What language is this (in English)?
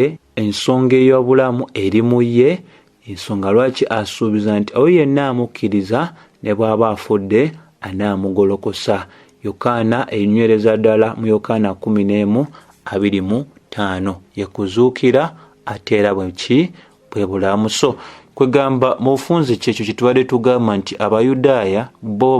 Ganda